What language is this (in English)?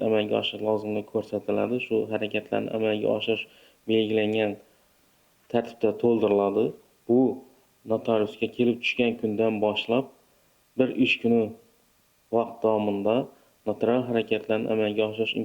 Uzbek